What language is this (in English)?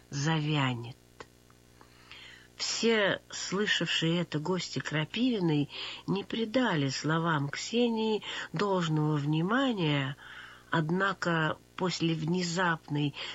Russian